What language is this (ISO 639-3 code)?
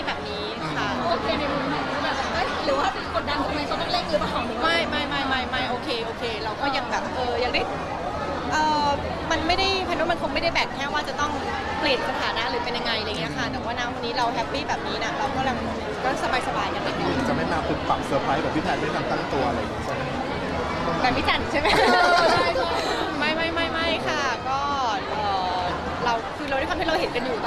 tha